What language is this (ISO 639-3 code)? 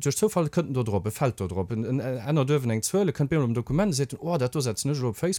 ltz